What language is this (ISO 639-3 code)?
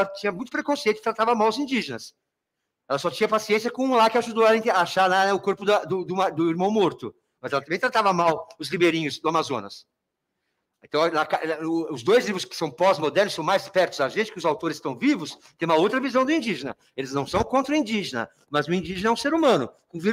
por